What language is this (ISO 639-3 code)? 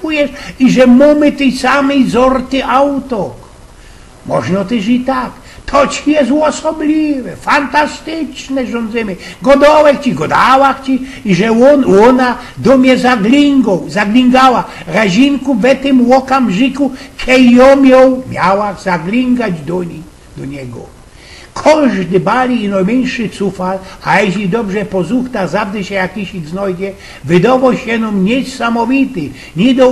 szl